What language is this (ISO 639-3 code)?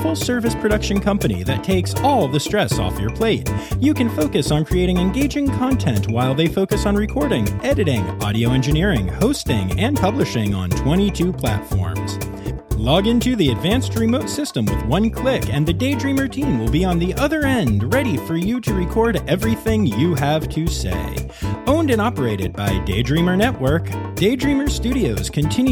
eng